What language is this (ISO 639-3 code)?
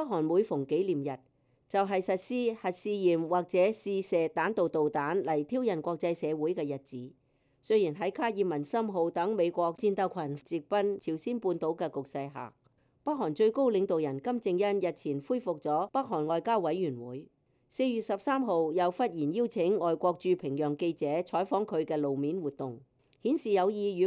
yue